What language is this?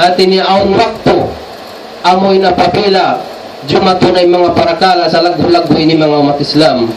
Tausug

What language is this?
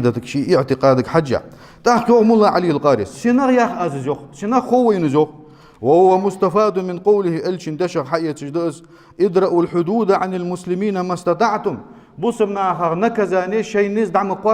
Ingush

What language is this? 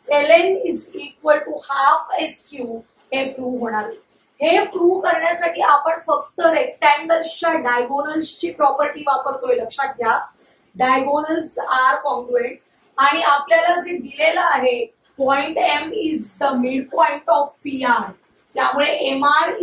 Marathi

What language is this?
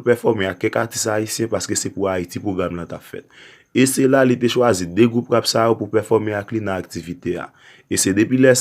Haitian Creole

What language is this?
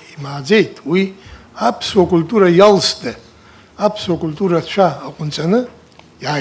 Abkhazian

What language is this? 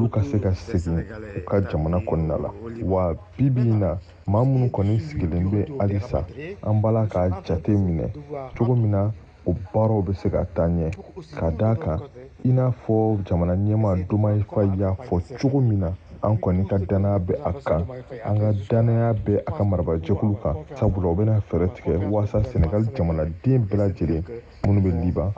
Bambara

